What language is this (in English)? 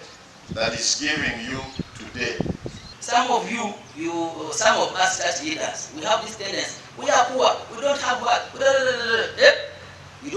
Nyankole